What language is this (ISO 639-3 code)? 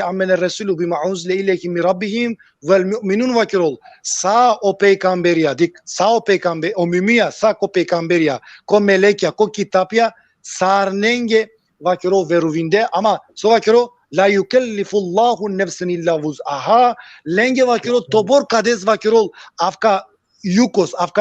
rmn